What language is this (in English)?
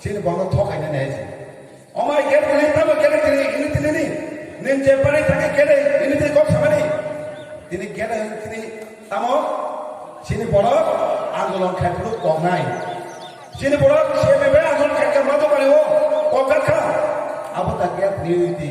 Kok Borok